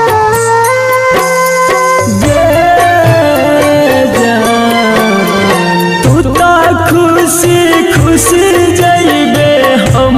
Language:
Bhojpuri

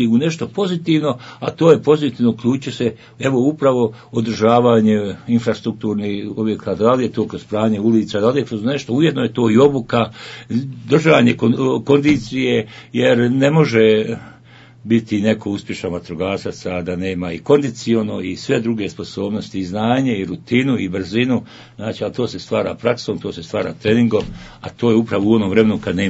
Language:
Bosnian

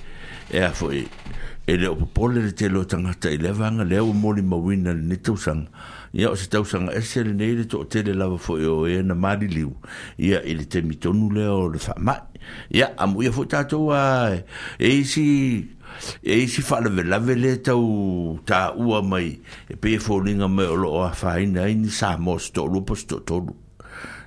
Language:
Samoan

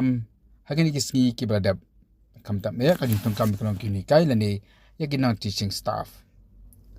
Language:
Khasi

